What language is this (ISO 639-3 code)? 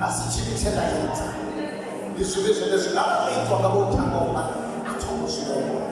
ven